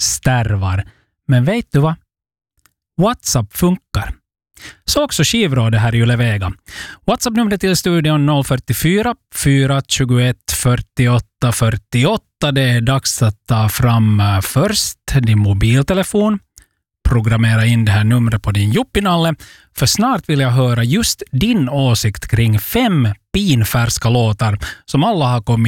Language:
Swedish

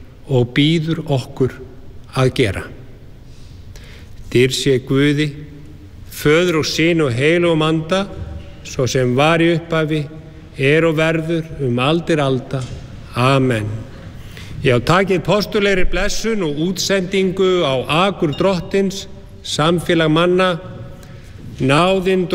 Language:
Icelandic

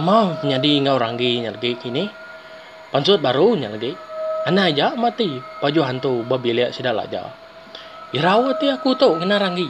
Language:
Iban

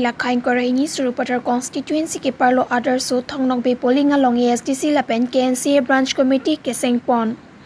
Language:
Karbi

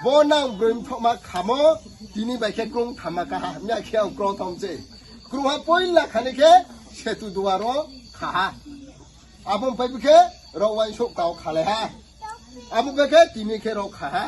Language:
Riang (India)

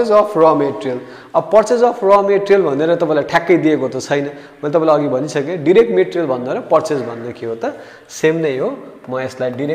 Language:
Nepali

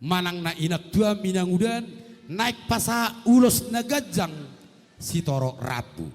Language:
Batak Toba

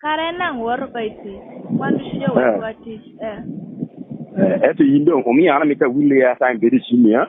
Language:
Lango (Uganda)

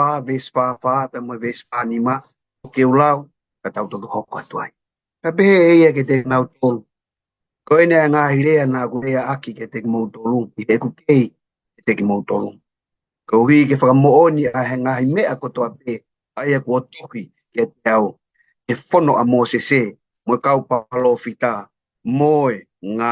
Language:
Tongan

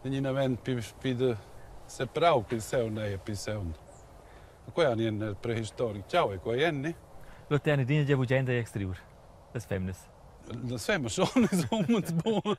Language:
Romansh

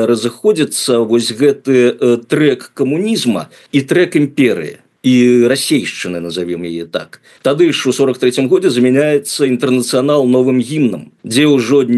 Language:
Belarusian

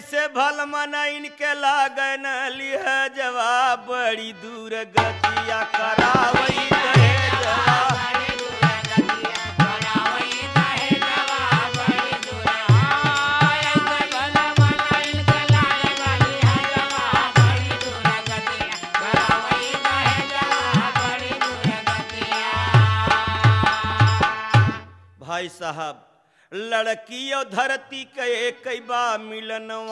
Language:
Bhojpuri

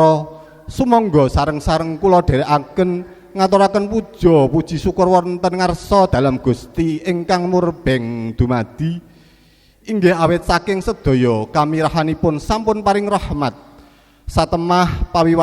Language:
Javanese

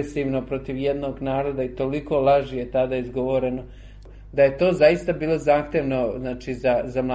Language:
Serbian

